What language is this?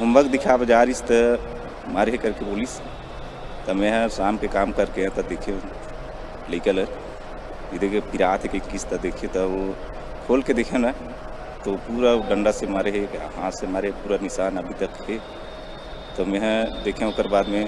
Chhattisgarhi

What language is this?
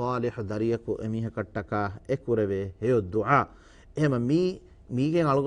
Divehi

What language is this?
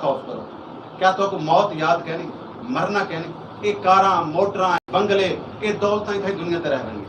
Saraiki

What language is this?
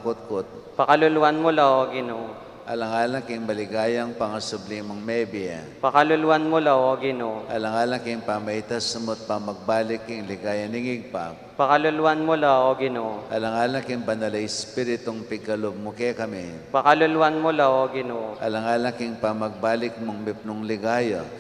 Pampanga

